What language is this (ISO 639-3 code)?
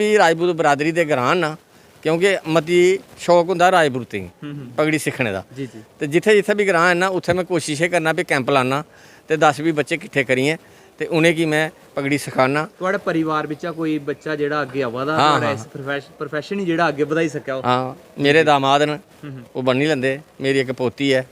doi